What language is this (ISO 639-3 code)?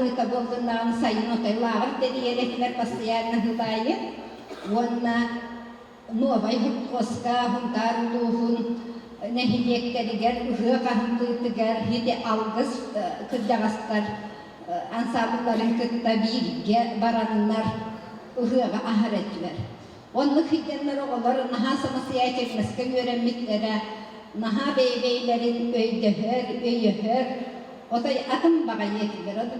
sah